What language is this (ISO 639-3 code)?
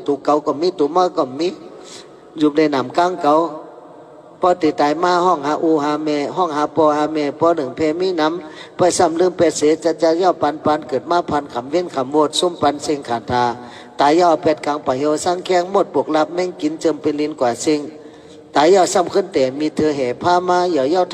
shn